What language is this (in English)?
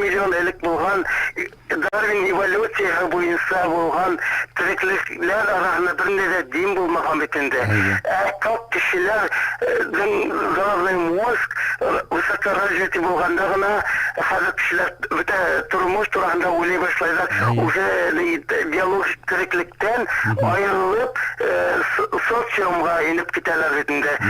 Bashkir